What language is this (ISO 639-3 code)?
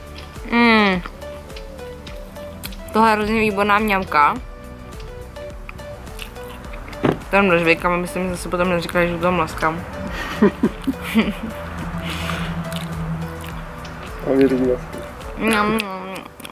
ces